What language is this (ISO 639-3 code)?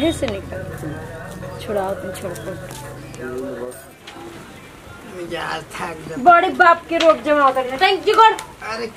bho